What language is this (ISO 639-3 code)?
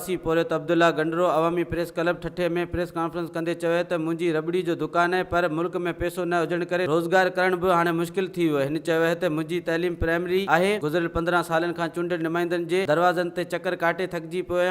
snd